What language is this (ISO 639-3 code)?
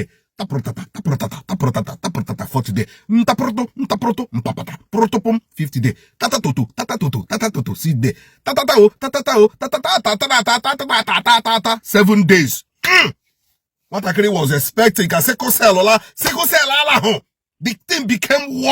ibo